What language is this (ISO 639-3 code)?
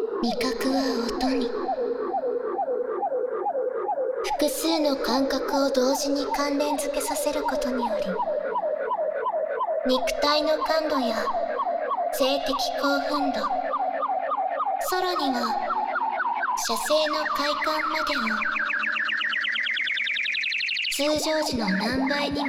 jpn